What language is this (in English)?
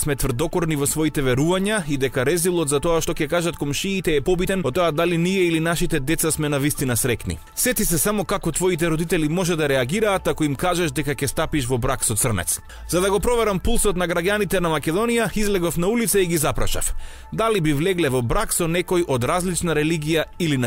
Macedonian